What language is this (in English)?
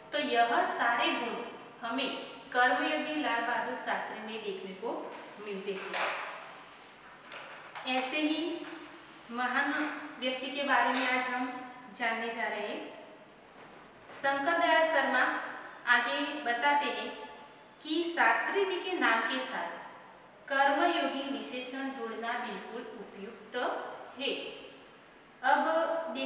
Hindi